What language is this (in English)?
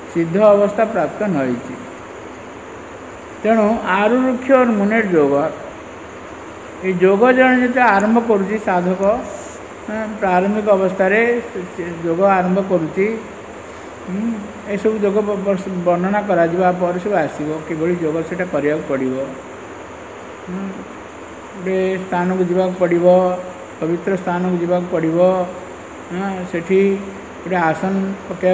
Odia